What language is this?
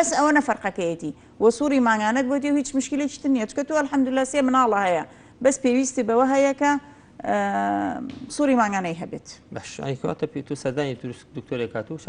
Central Kurdish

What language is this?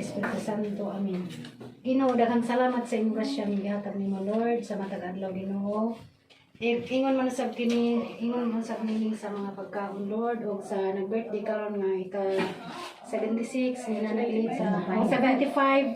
Cebuano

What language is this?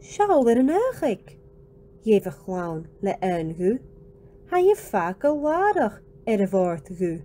Scottish Gaelic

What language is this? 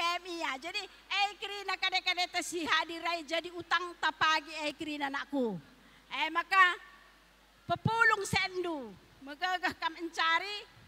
Batak Karo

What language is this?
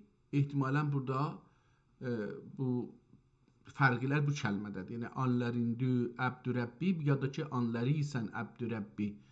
South Azerbaijani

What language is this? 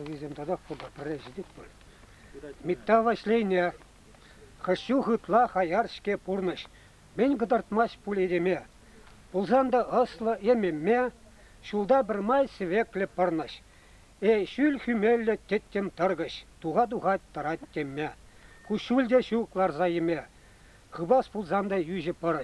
Chuvash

